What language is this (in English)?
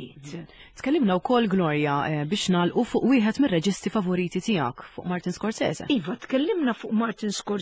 Maltese